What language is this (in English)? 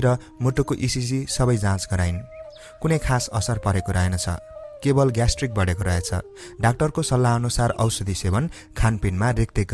Nepali